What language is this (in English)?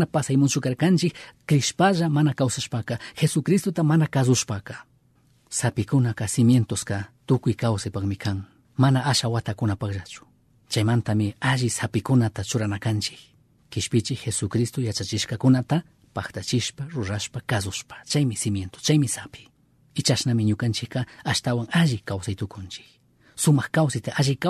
Chimborazo Highland Quichua